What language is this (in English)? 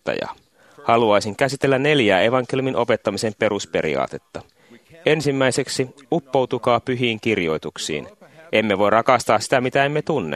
Finnish